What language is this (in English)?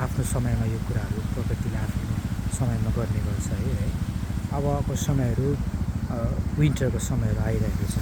Nepali